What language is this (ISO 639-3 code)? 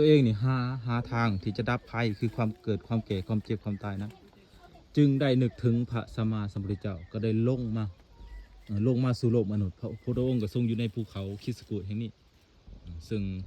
lao